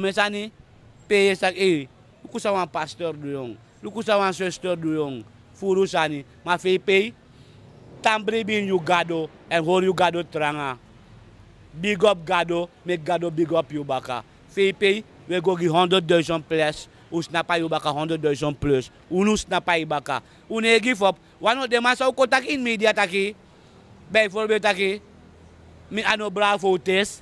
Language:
Sranan Tongo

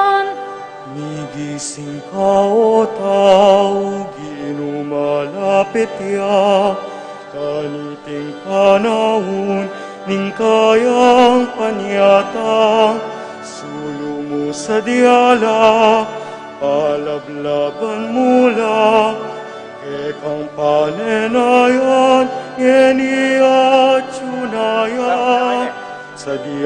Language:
Pampanga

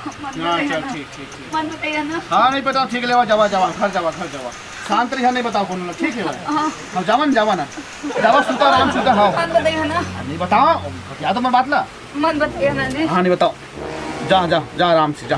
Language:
Chhattisgarhi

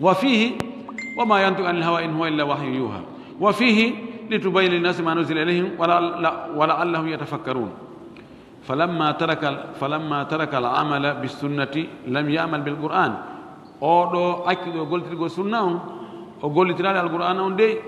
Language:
Pular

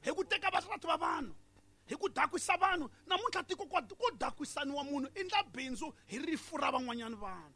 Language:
Tsonga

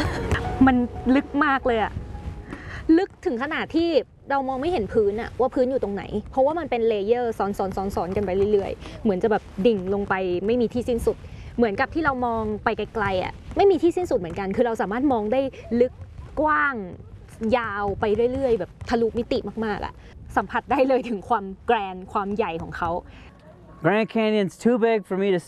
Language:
Thai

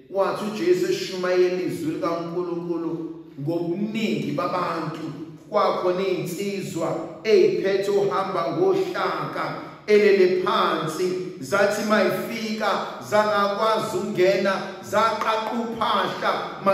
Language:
Zulu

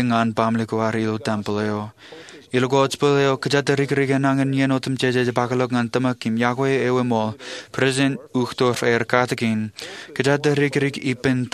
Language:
Marshallese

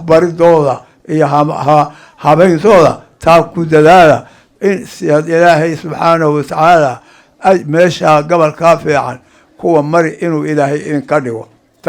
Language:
Somali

